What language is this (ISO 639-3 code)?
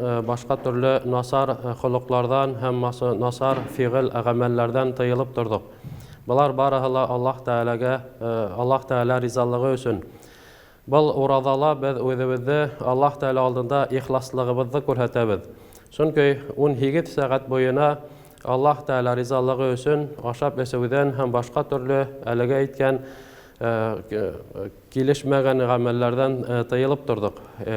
bak